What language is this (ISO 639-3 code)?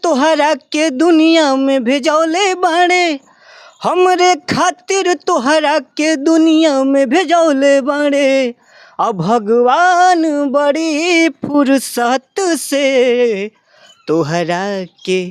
bho